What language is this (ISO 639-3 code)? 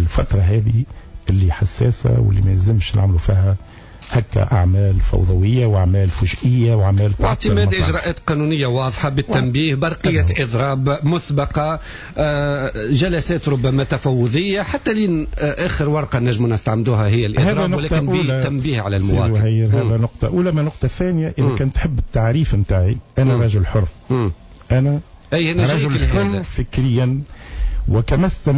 aeb